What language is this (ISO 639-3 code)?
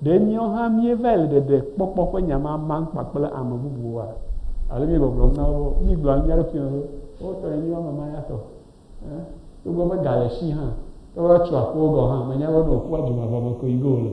ewe